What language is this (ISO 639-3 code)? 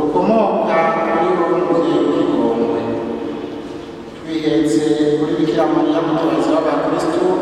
kin